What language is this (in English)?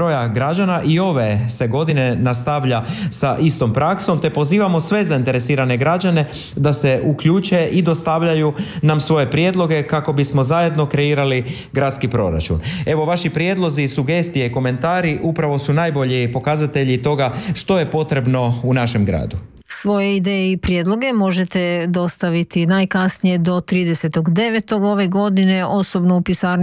Croatian